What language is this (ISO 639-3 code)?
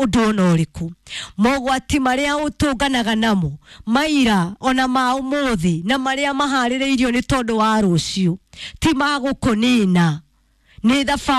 kik